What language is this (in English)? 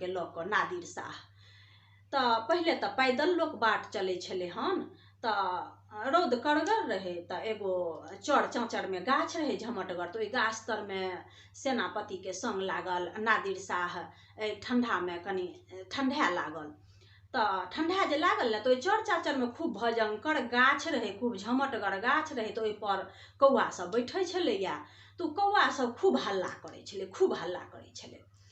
Maithili